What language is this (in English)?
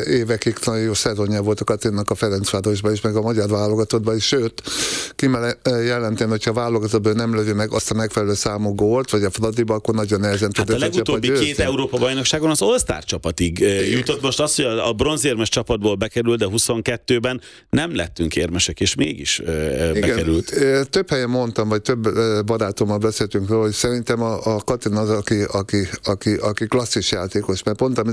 Hungarian